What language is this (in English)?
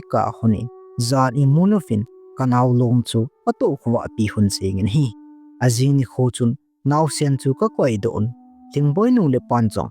Thado Chin